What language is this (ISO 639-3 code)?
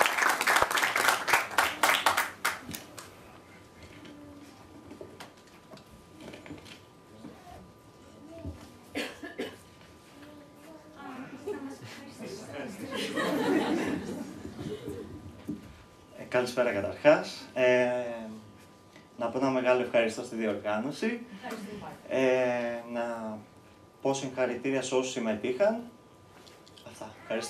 ell